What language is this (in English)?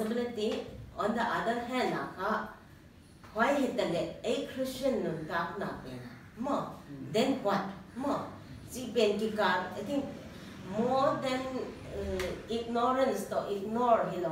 Paite Chin